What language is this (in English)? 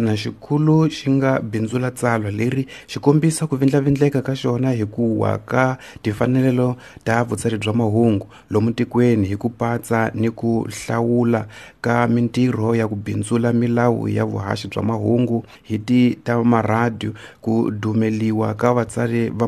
Tsonga